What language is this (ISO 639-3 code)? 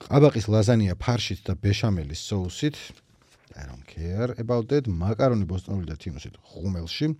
kat